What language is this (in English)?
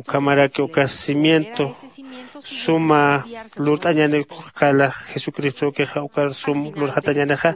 Aymara